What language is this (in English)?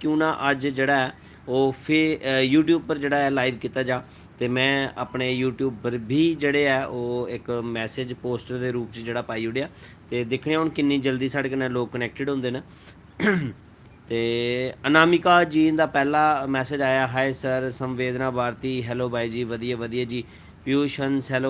Dogri